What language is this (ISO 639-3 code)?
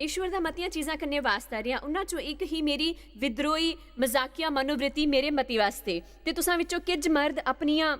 doi